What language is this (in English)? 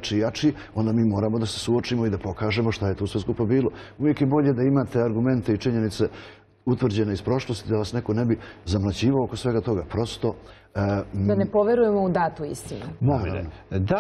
Serbian